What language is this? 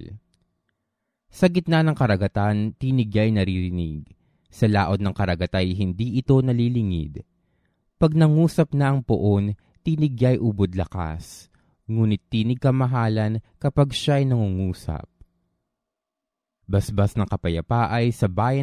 Filipino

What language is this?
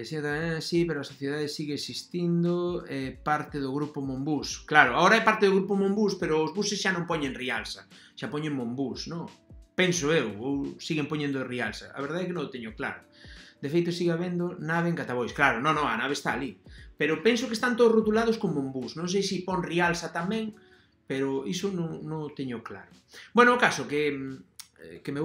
Galician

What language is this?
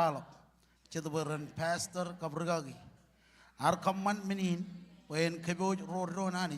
Marshallese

